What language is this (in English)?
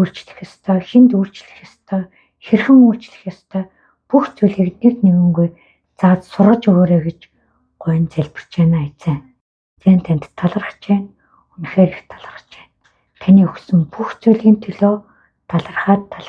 Mongolian